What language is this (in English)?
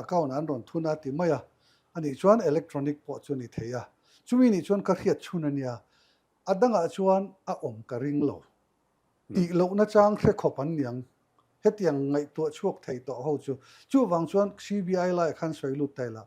Mizo